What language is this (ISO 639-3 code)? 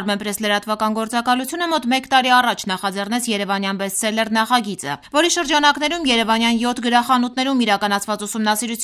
hye